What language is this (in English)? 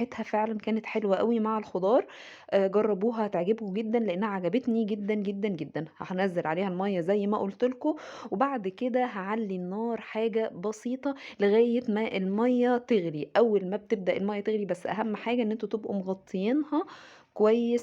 Egyptian Arabic